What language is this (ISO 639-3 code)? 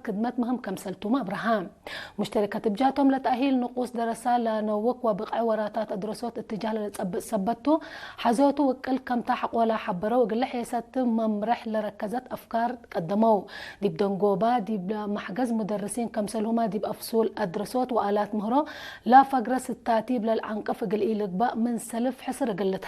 tig